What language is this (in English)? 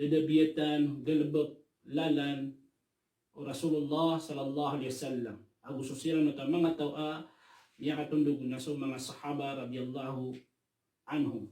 Maranao